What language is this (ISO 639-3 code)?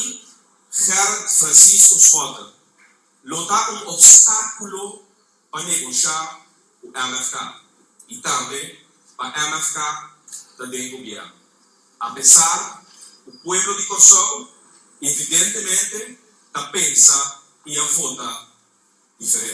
pap